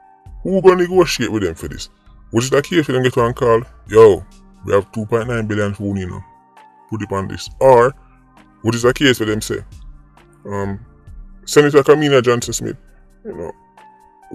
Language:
Jamaican Creole English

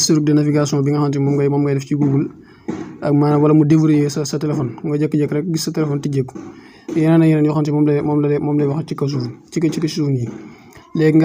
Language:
Wolof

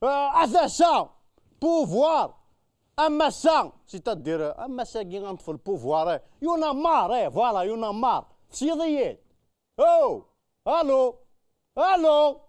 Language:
Kabyle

